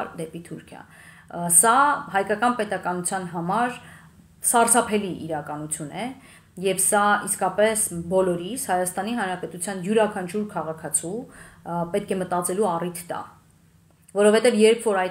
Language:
Armenian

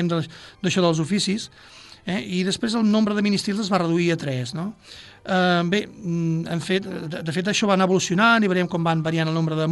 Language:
Catalan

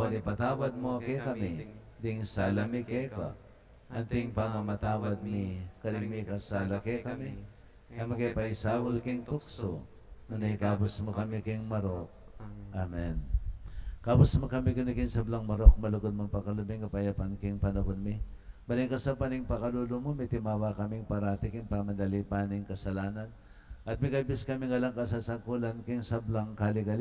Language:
Pampanga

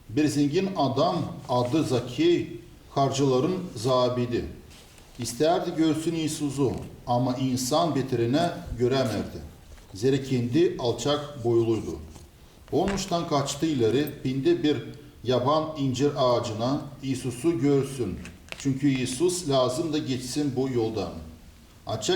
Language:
Gagauz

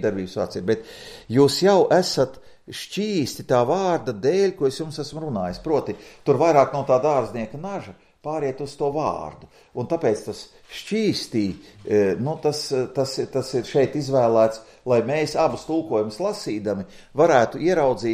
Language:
Latvian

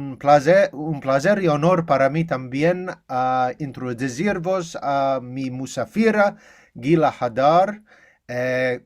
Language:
Ladino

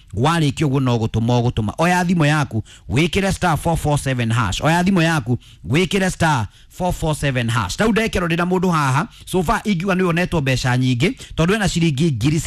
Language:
Kikuyu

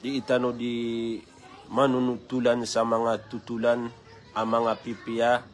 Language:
Maranao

